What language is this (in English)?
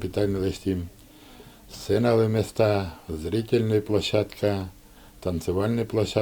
Udmurt